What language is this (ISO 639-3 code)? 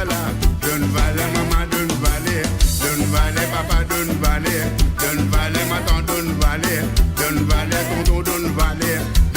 mfe